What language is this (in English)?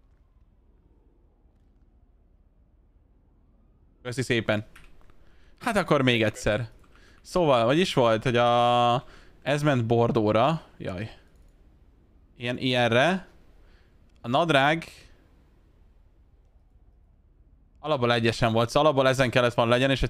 Hungarian